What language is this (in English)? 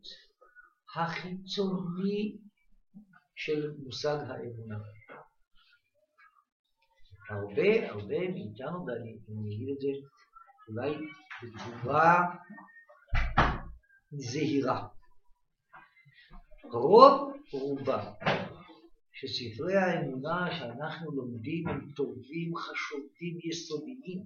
Hebrew